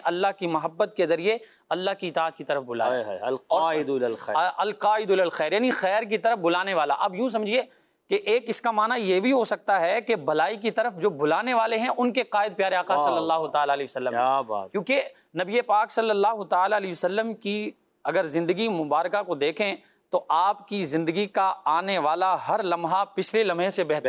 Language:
Urdu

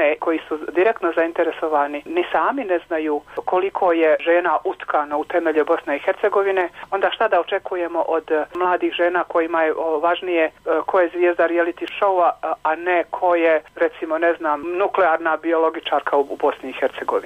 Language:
Bosnian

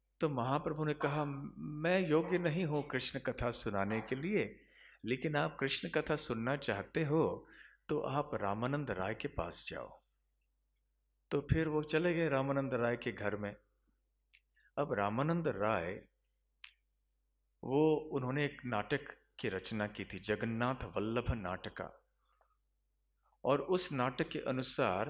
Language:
Hindi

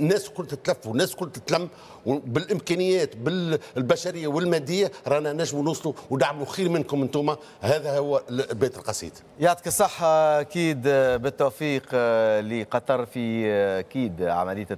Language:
Tunisian Arabic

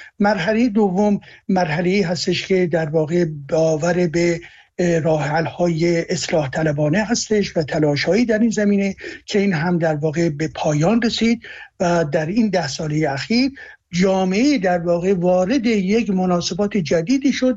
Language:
Persian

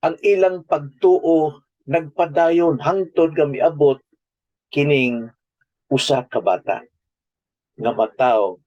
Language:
Cebuano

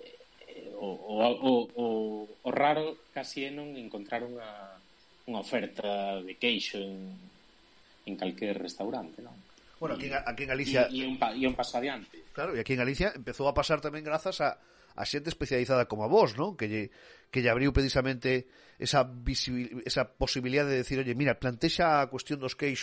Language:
Galician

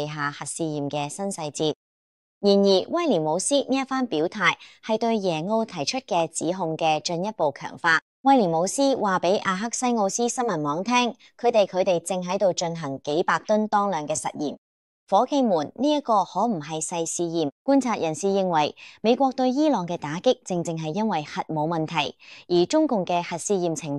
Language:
Cantonese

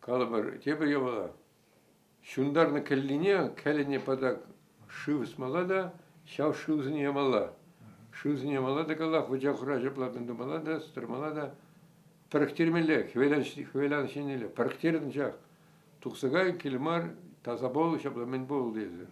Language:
Chuvash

